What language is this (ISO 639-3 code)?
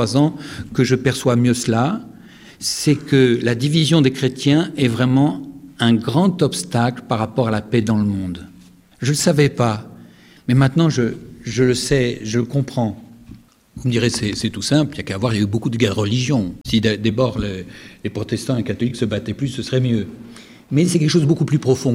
fra